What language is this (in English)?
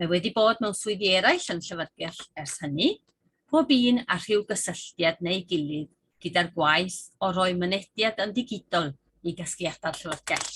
Welsh